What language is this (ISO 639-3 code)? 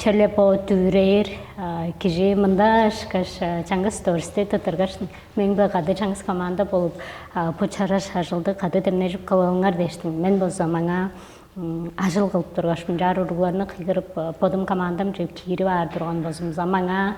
tyv